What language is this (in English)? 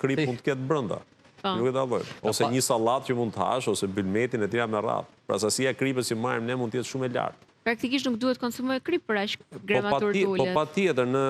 Albanian